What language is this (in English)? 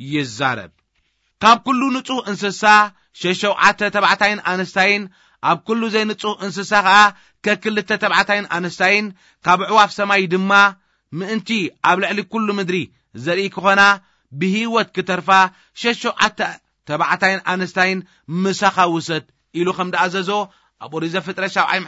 Tigrinya